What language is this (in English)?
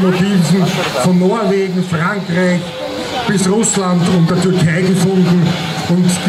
German